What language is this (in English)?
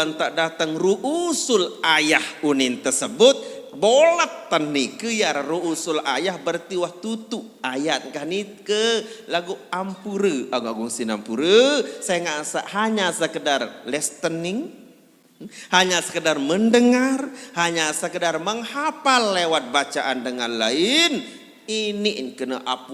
Sasak